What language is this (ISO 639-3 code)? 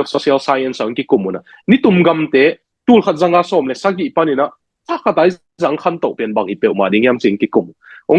ctd